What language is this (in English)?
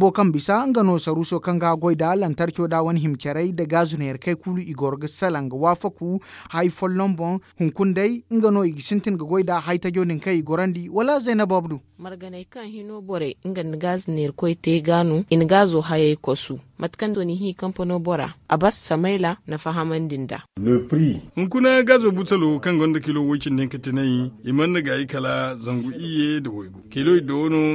Zarma